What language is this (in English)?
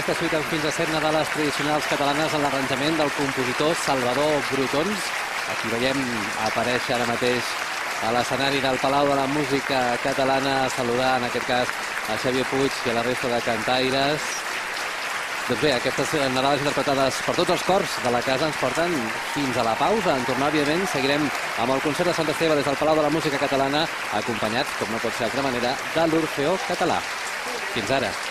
Catalan